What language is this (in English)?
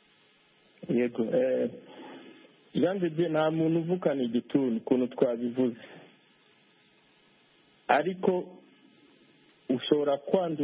Kinyarwanda